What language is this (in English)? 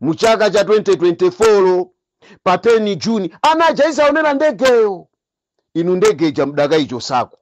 Nyanja